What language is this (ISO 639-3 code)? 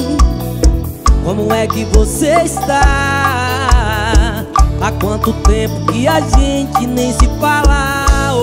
por